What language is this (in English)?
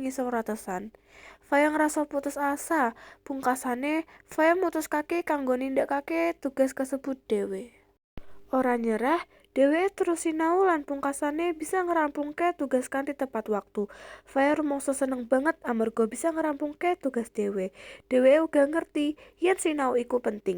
Javanese